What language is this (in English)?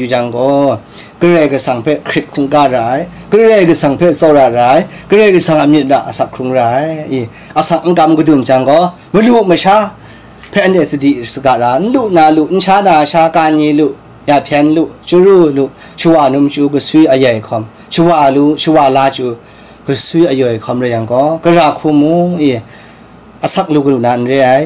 Kachin